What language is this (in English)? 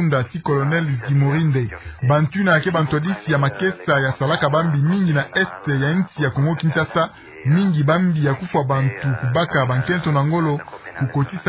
Kituba (Democratic Republic of Congo)